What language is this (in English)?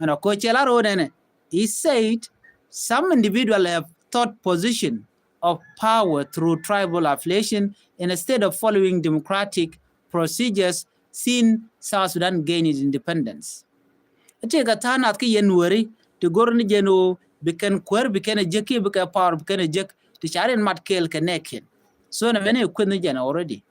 Nuer